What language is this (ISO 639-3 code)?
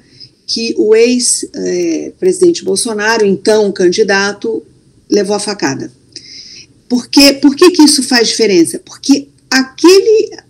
por